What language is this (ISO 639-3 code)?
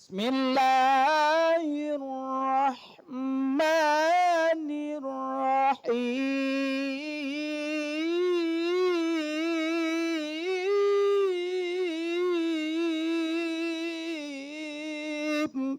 ace